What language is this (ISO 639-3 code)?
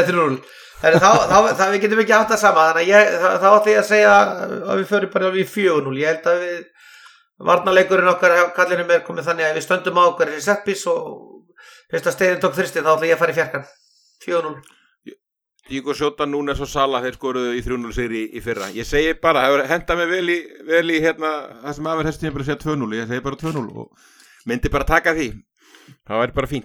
isl